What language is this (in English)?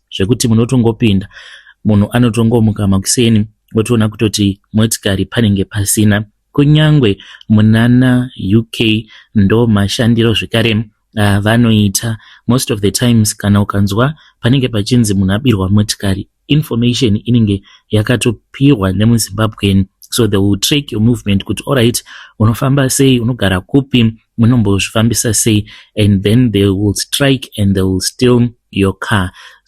Shona